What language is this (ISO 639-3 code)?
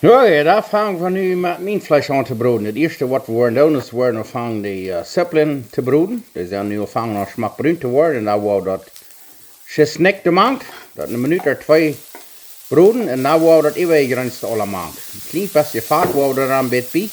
pdt